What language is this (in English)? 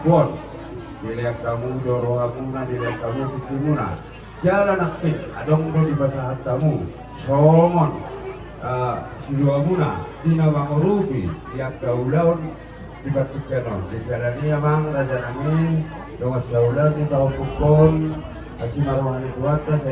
Batak Toba